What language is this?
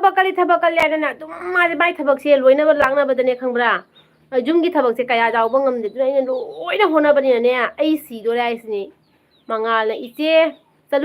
Manipuri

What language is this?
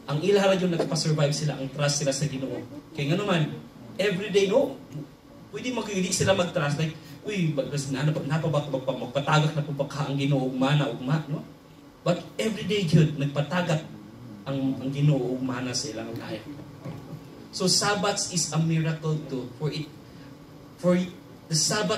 Cebuano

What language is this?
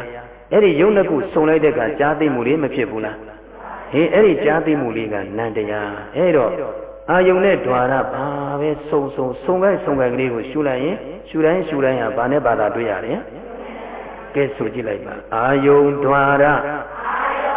Burmese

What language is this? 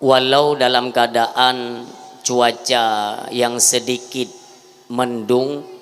Achinese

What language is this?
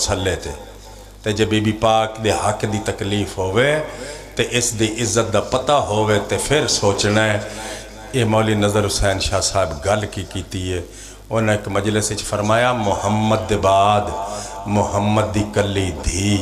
Pahari-Potwari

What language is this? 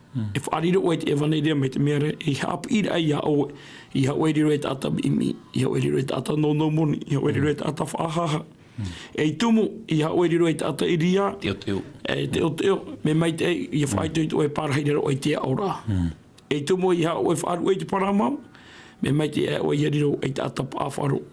Tahitian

